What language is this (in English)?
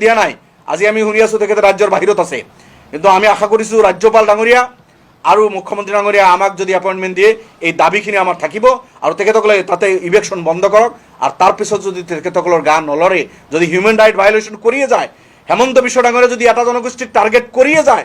Assamese